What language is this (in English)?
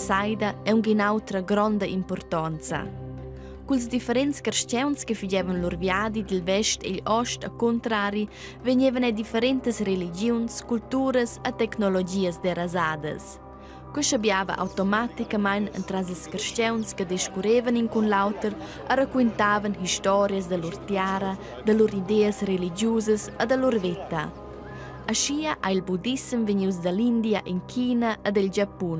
Romansh